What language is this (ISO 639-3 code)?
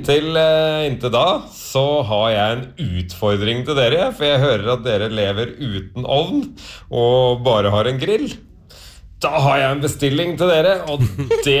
nor